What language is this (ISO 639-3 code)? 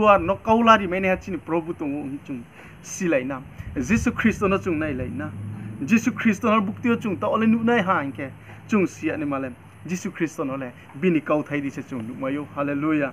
ria